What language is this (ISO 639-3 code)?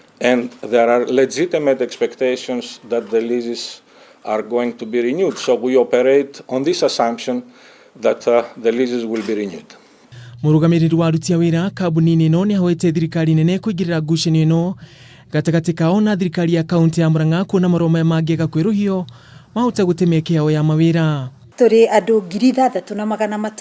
kik